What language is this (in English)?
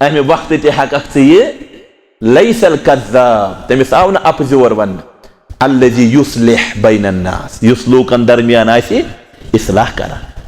Kashmiri